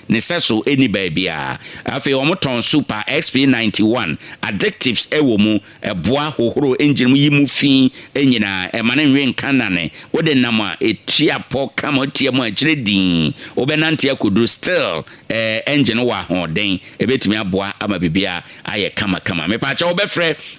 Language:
Akan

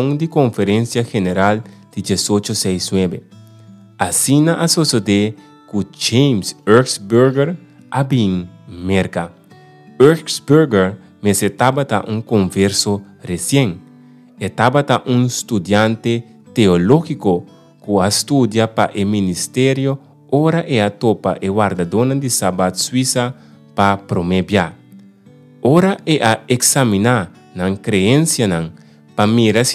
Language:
Papiamento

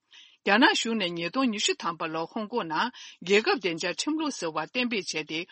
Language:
Tibetan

